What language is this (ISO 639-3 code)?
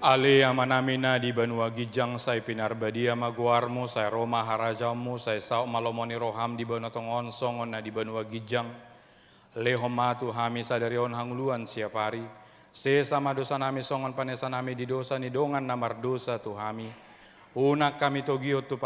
bbc